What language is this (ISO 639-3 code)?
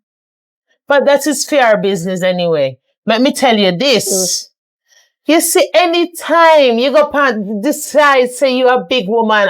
jam